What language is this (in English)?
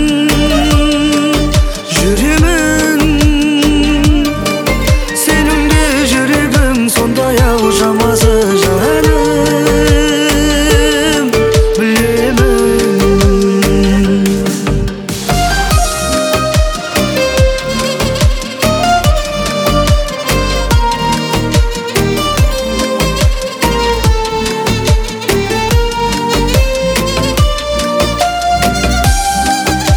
Kazakh